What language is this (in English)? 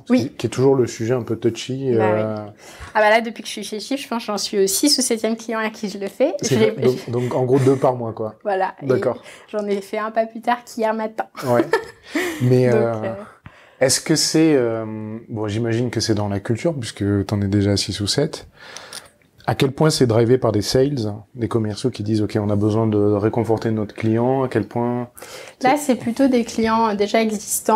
French